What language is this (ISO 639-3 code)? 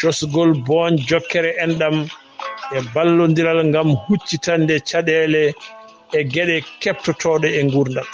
ful